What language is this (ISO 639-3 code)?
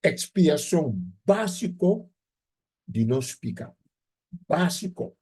pap